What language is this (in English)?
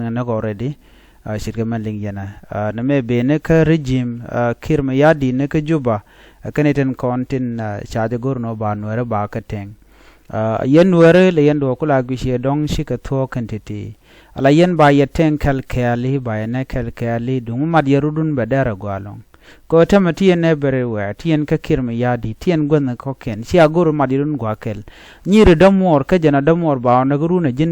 Nuer